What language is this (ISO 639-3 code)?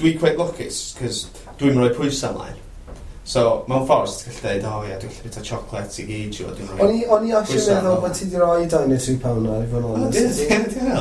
cym